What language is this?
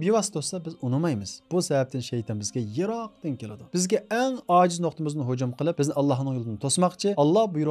Uyghur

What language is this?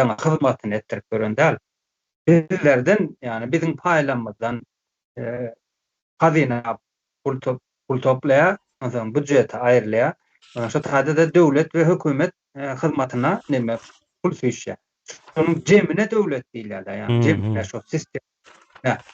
Turkmen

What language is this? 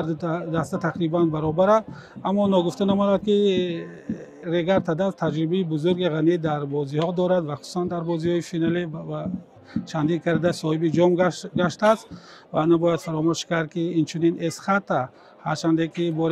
Tajik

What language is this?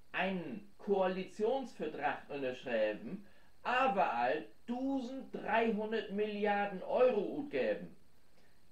Low German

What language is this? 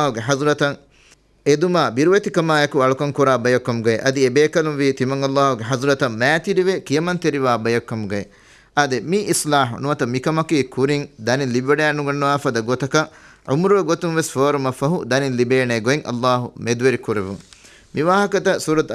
Divehi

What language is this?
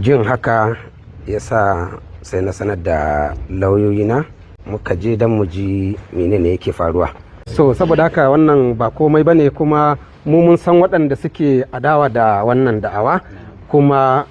Hausa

